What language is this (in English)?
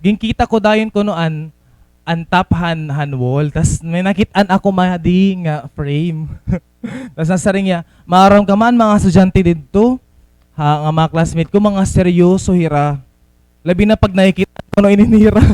Waray